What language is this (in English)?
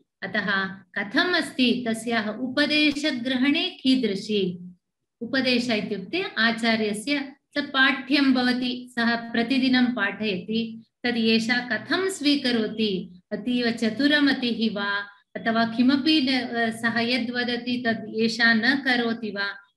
Sanskrit